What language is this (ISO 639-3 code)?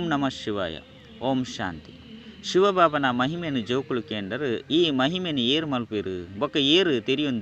tcy